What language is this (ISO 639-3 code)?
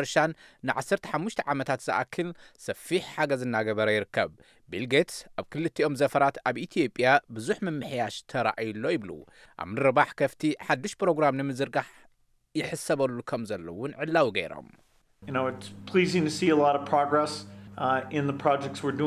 tir